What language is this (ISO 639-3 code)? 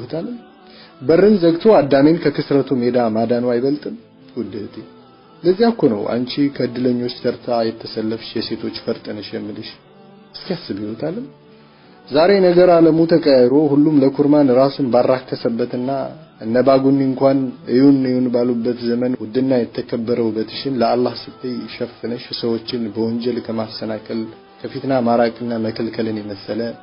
amh